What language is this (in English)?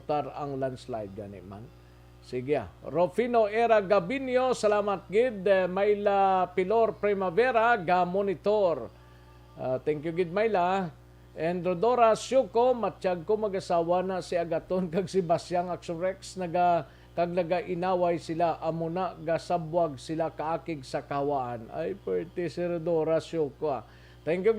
Hiligaynon